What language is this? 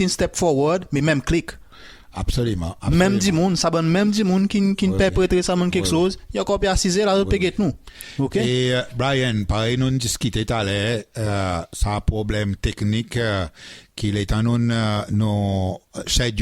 Seselwa Creole French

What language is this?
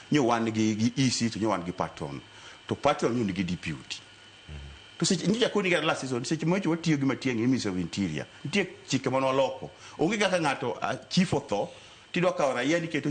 Luo (Kenya and Tanzania)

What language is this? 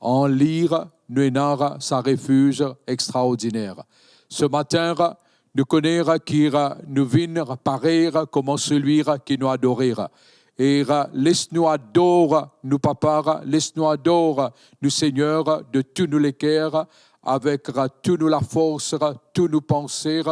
Morisyen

